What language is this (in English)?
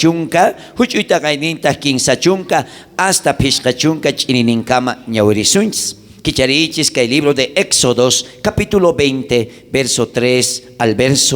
South Bolivian Quechua